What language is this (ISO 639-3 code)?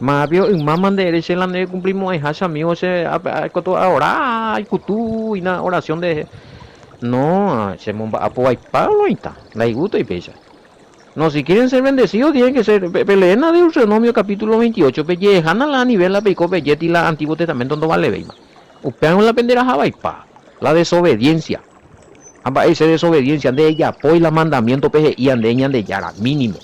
grn